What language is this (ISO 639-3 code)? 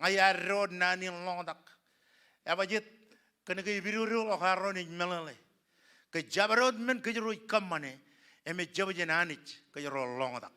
mah